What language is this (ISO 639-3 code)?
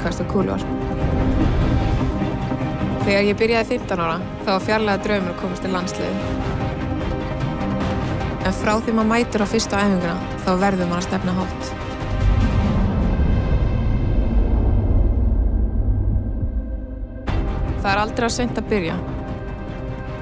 isl